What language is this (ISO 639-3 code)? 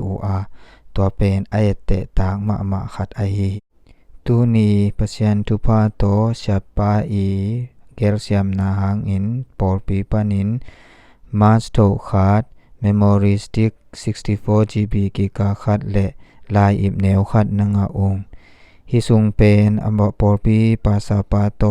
ctd